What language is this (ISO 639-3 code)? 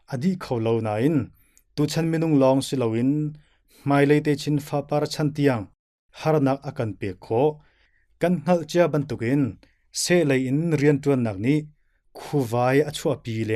cnh